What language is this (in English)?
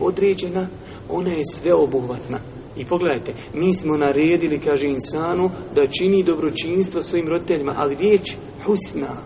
Bosnian